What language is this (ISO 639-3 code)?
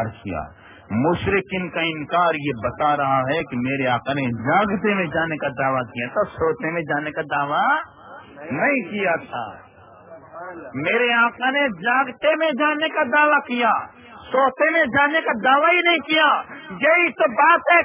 urd